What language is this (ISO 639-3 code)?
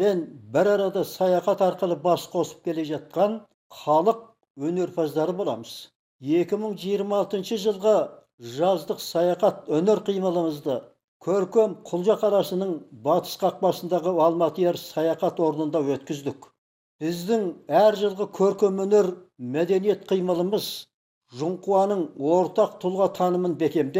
kaz